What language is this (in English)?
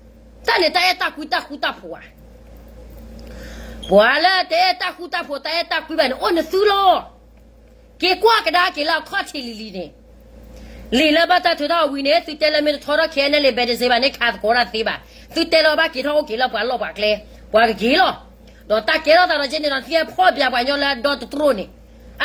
S'gaw Karen